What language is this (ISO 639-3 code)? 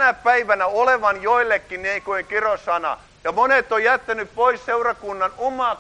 fin